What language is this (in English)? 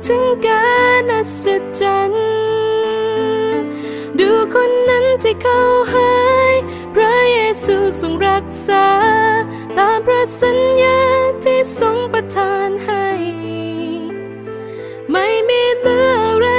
Thai